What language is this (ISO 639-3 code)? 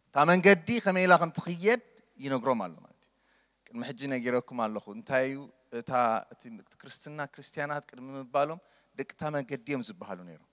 tir